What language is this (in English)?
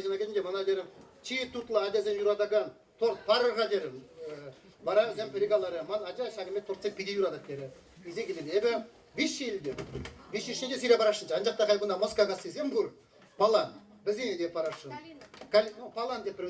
Chuvash